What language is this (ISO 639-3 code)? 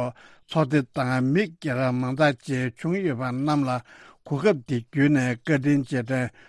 bod